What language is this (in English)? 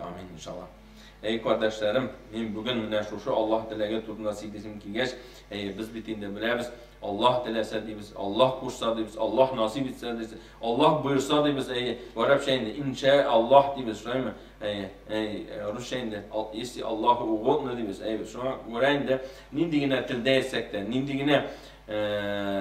Tatar